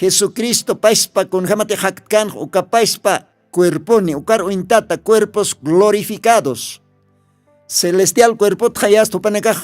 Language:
Aymara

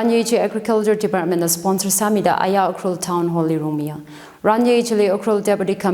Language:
Tangkhul Naga (India)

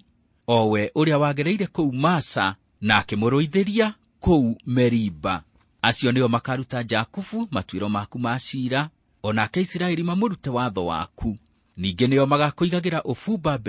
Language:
Kikuyu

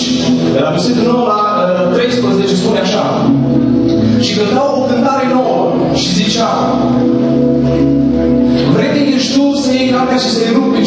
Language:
Romanian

